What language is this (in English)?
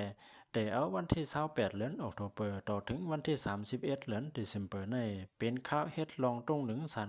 Shan